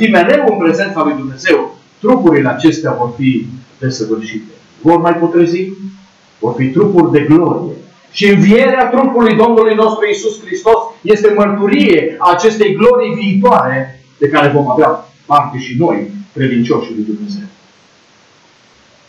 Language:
Romanian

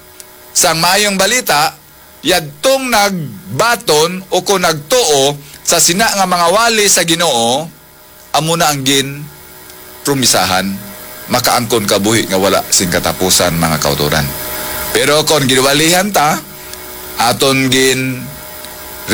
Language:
Hiligaynon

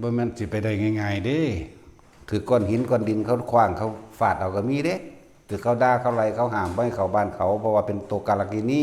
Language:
Northeastern Thai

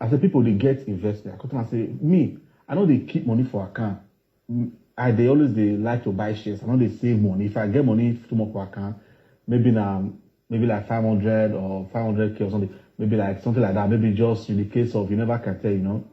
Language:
Nigerian Pidgin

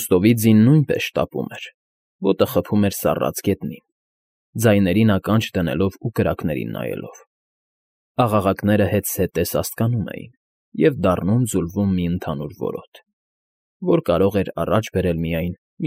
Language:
Armenian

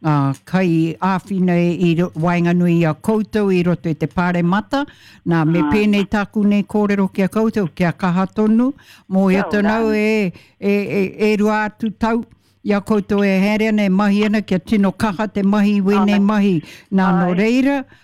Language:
Māori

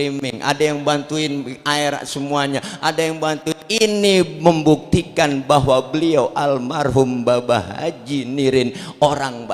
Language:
Betawi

